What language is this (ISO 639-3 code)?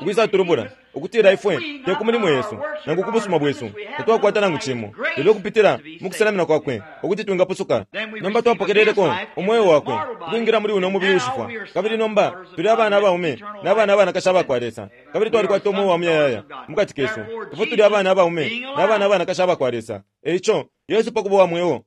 bem